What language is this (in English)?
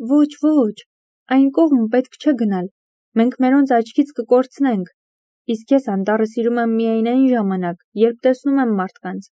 Armenian